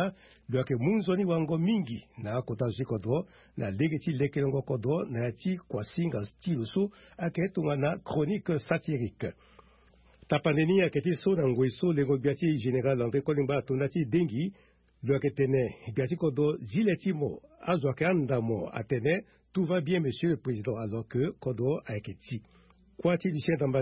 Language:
Sango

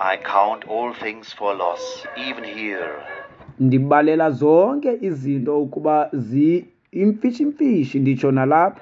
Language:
Xhosa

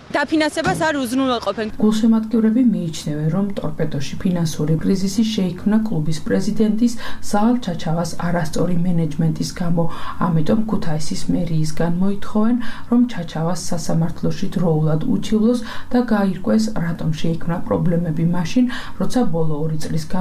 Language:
Georgian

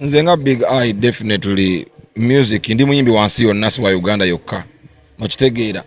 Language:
Ganda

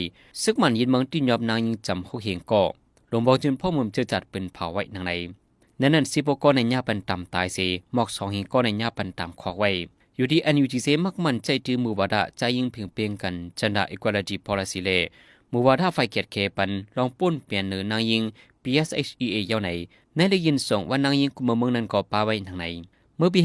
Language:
Shan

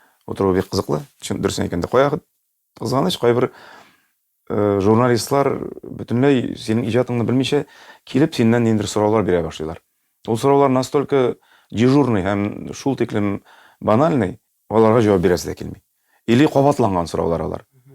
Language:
Tatar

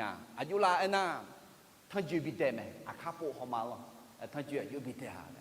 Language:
Akha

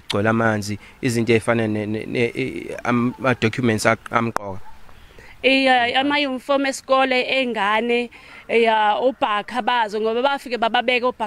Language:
Zulu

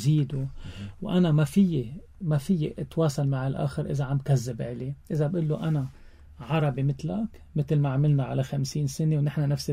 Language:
North Levantine Arabic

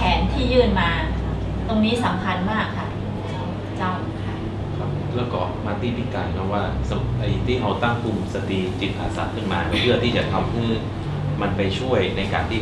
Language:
Thai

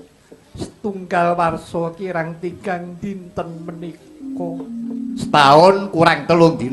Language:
Javanese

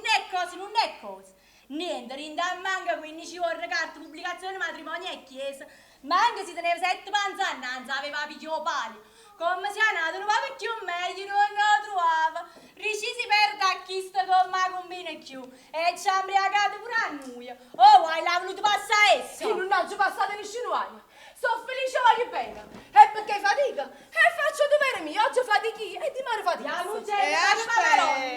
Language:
Neapolitan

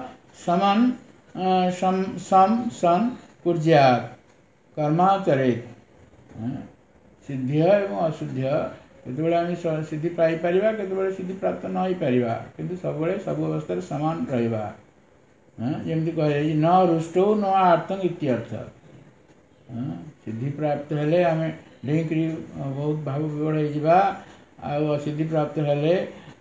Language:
Odia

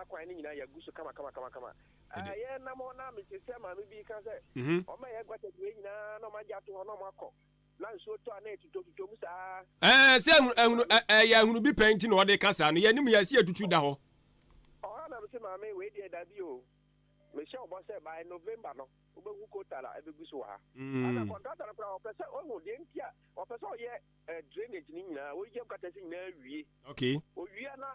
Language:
Akan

